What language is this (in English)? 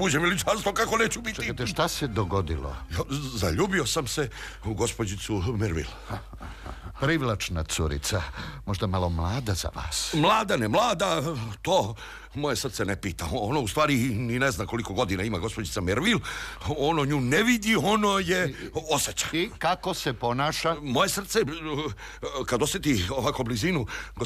Croatian